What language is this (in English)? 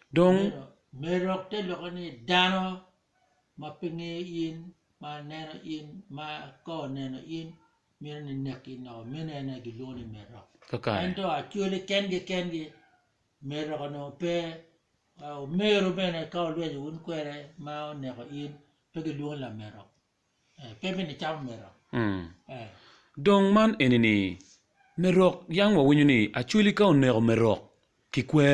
Acoli